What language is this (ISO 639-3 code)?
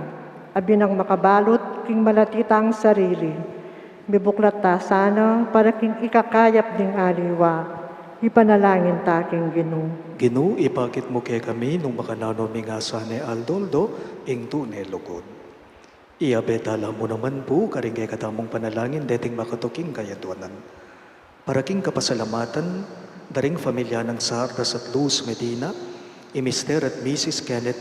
pam